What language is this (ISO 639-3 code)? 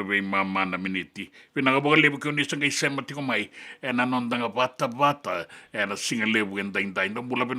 fij